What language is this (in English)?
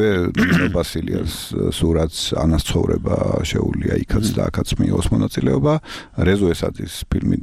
Georgian